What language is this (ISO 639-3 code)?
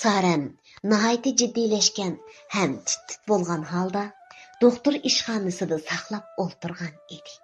uig